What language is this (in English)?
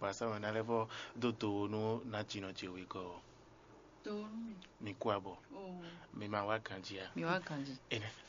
Fon